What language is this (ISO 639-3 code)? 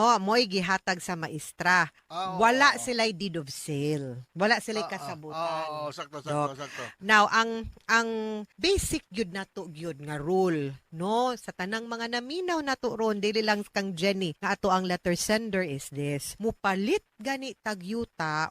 ceb